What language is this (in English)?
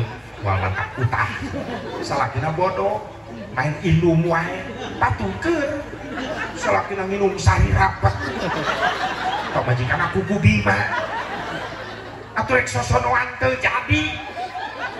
Sundanese